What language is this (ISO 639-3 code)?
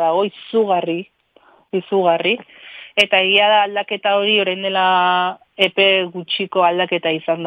eus